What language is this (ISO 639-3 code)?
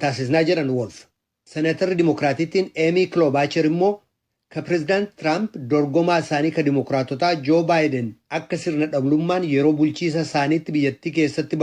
orm